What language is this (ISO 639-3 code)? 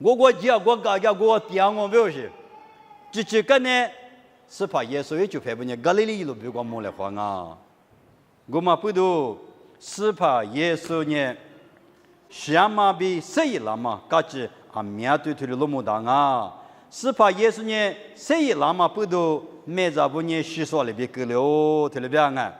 lis